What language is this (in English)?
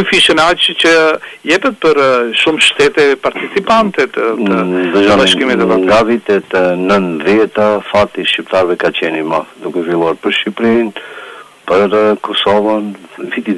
Albanian